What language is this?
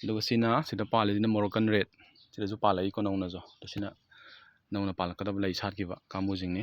Manipuri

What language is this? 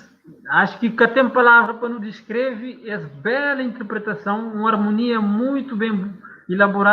Kabuverdianu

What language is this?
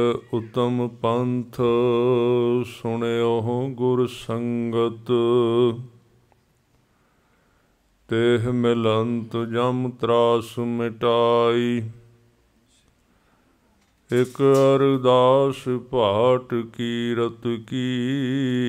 Punjabi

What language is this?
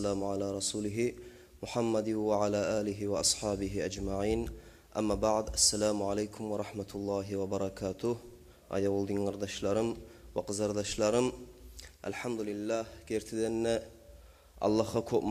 Kumyk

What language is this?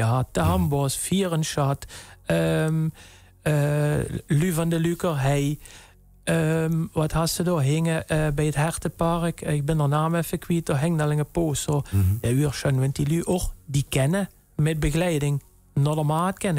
Limburgish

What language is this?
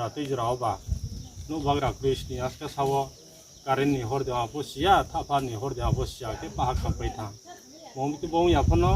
Riang (India)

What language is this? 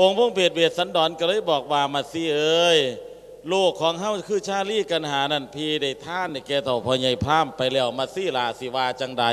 Lao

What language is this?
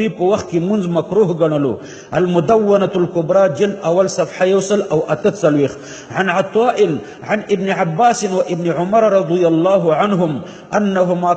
Pashto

